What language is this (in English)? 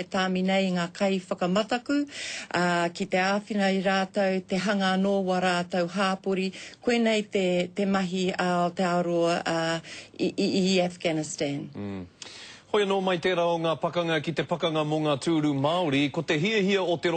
Māori